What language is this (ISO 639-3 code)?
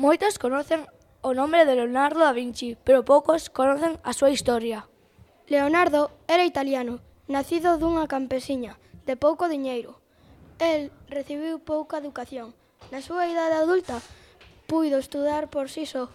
glg